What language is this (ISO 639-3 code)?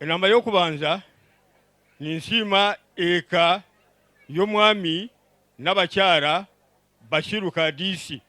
nyn